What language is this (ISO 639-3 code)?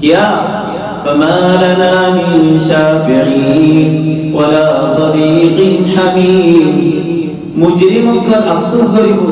rhg